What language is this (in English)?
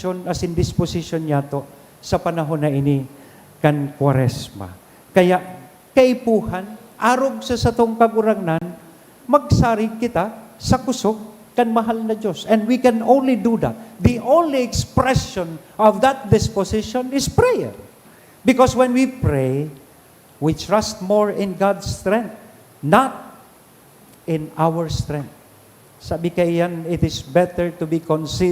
Bikol